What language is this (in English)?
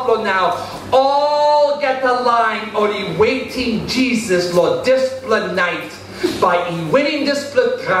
Tok Pisin